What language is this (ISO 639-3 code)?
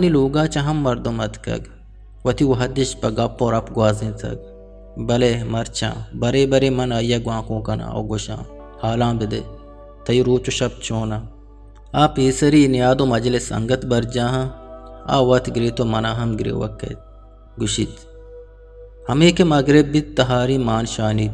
bgp